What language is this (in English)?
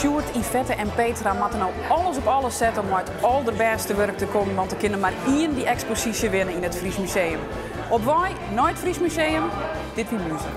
Western Frisian